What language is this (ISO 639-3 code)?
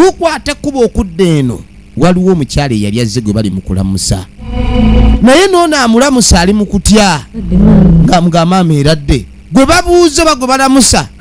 lug